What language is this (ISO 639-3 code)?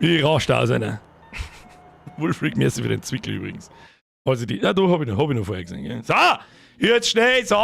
bar